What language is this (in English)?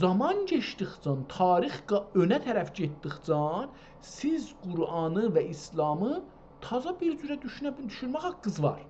South Azerbaijani